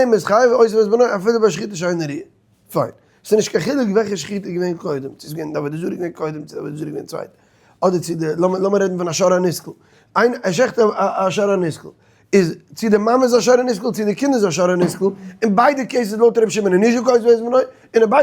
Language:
Yiddish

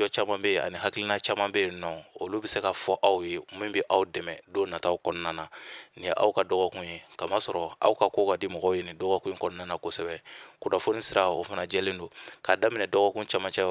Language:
Bambara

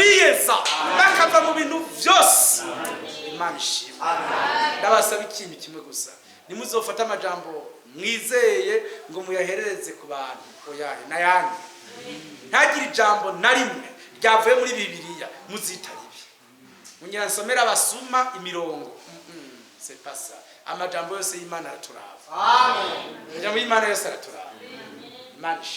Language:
Rundi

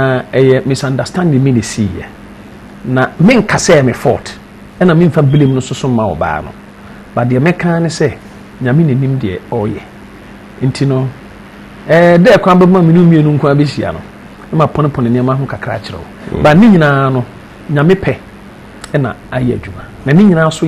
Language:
Akan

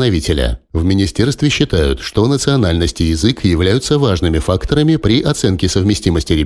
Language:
Russian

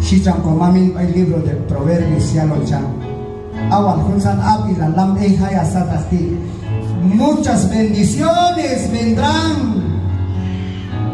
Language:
Q'anjob'al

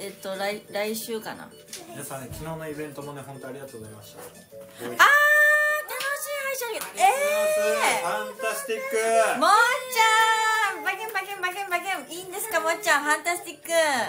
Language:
Japanese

